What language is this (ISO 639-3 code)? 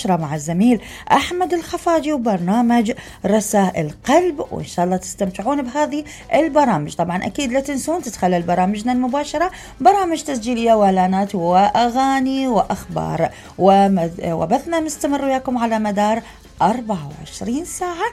acm